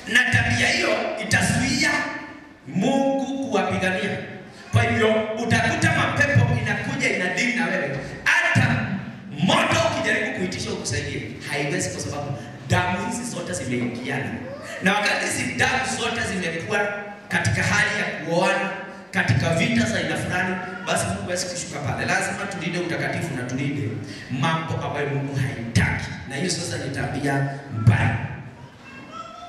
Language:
Swahili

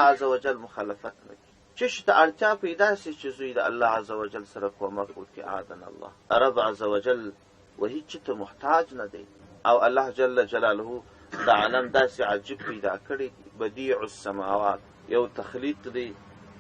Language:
Pashto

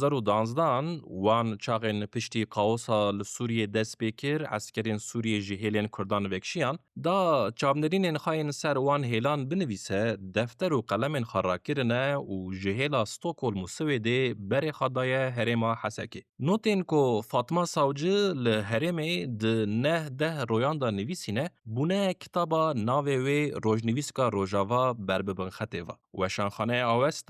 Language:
Kurdish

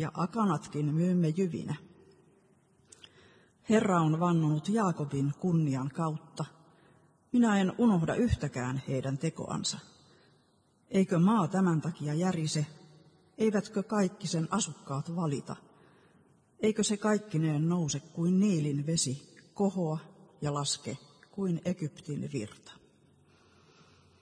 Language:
Finnish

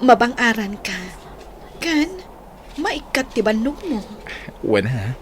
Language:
Iloko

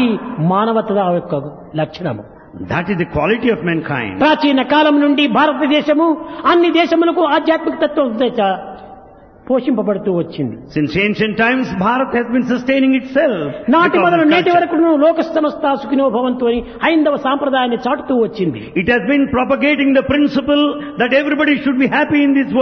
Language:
Telugu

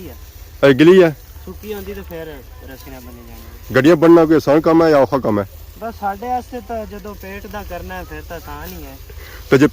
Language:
Pahari-Potwari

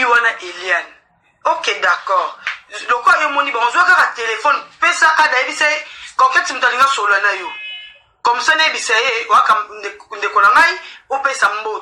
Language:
Lingala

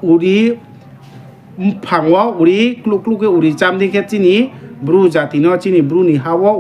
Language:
Riang (India)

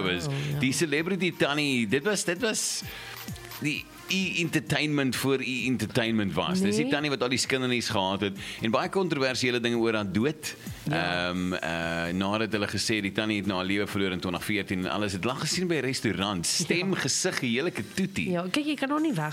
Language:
Afrikaans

